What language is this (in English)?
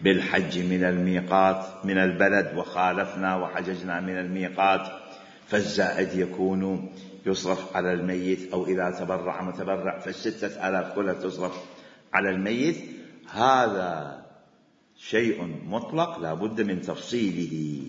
Mesopotamian Arabic